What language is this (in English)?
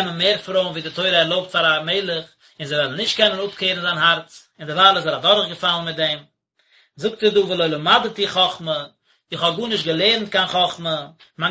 Yiddish